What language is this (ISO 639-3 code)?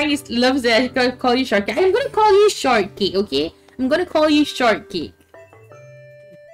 msa